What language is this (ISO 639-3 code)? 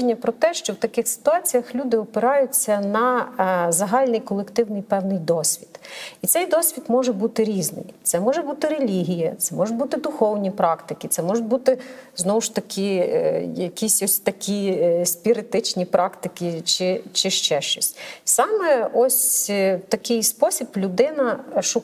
ukr